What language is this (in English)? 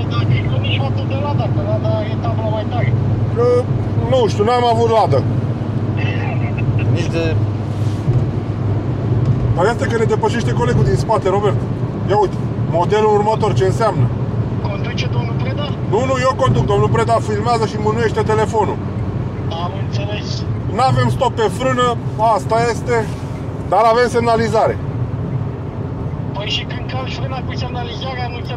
Romanian